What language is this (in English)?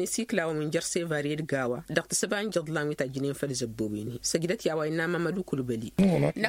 Tamasheq